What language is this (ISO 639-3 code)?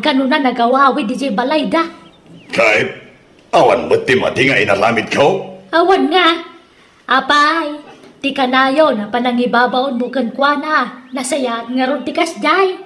ilo